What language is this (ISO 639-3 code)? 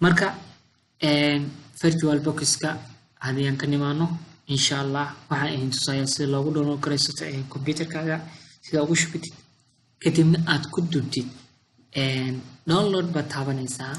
som